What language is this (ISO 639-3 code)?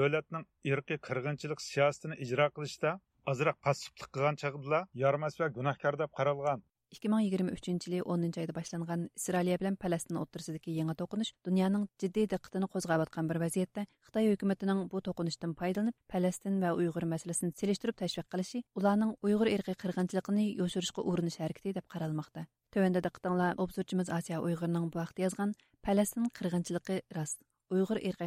uig